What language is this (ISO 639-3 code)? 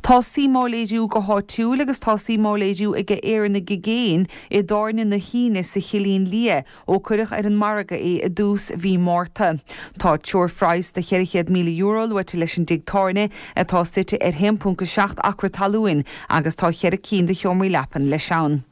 gle